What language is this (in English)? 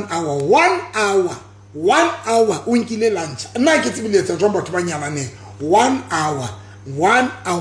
Southern Sotho